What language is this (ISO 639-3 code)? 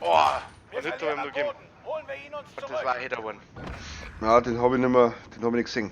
bar